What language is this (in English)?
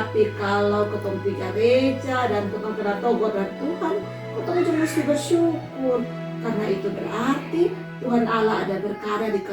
Kupang Malay